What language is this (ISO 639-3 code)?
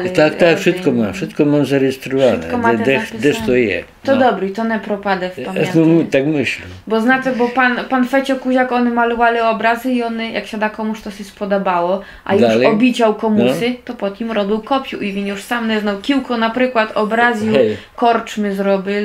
rue